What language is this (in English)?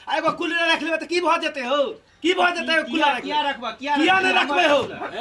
Maithili